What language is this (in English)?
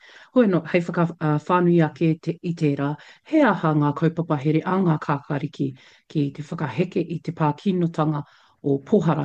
Māori